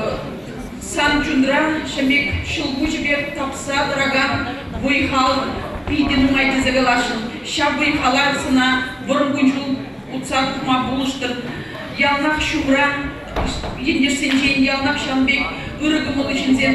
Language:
Chuvash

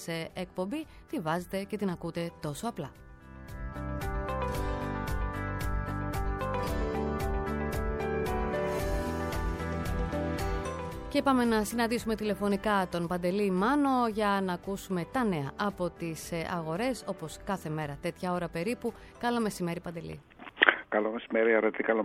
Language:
Greek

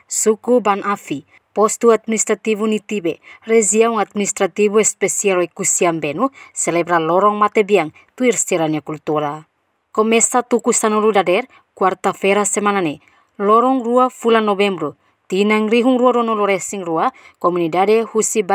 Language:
Tetum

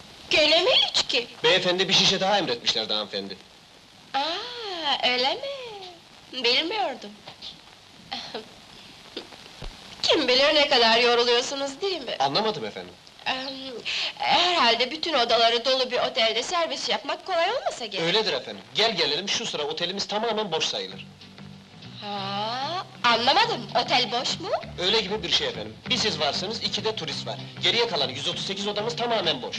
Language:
Turkish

